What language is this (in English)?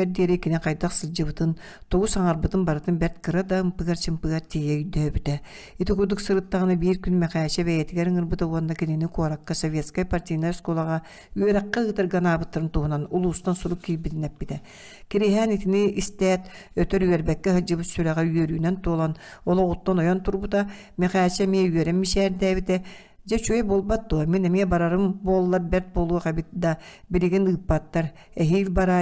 Yakut